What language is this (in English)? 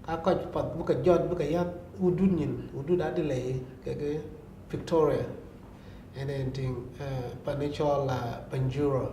Dinka